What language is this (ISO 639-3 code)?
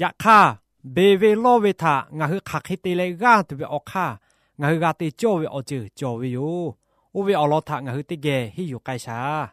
lhu